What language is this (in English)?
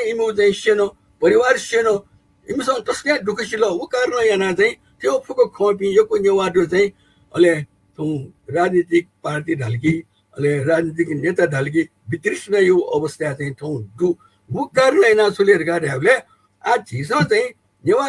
Newari